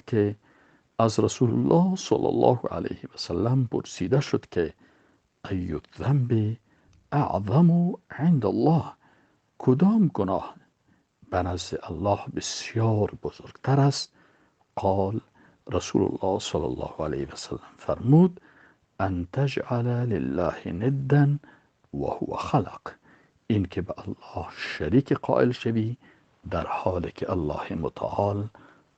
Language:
Persian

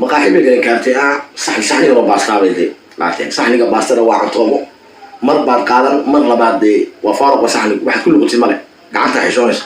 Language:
Somali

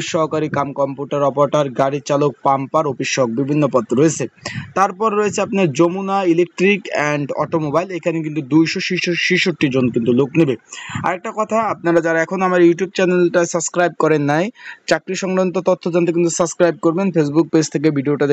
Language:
Bangla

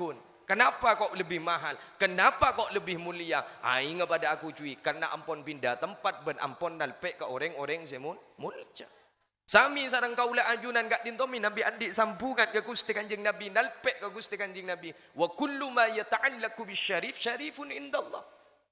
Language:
Madurese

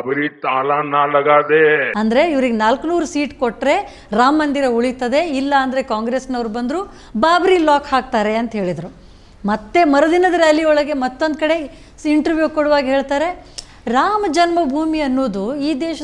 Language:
Kannada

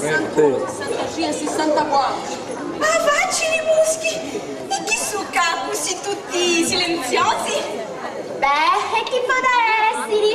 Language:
Sicilian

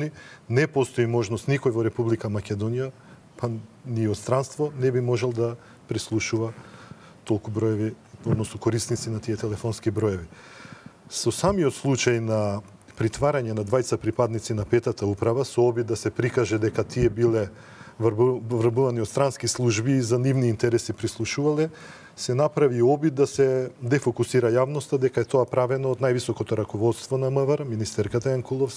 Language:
Macedonian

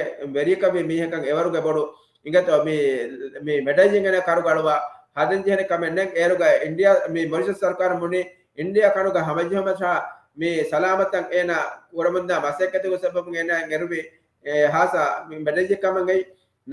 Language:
Divehi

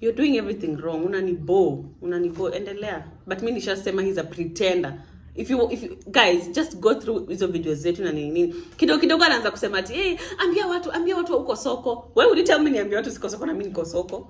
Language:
Swahili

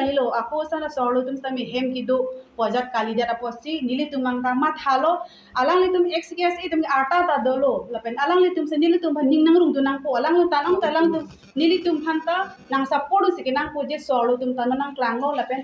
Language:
Karbi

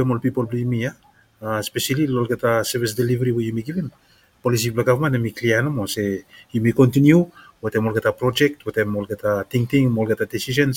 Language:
Bislama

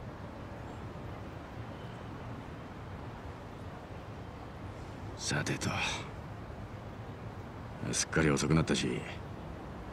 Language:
Japanese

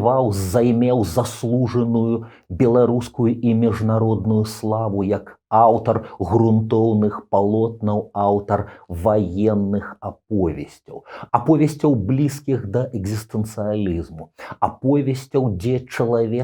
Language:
Belarusian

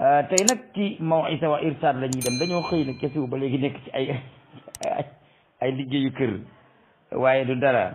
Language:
Wolof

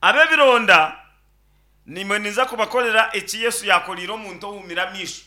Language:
Nyankole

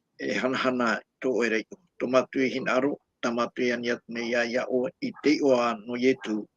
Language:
Tahitian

